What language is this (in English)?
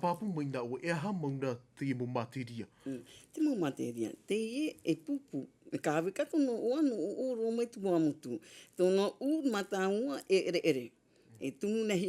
Tahitian